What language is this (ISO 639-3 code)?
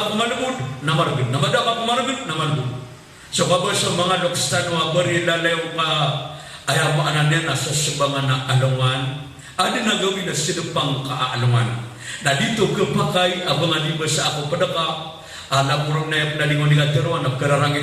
mrw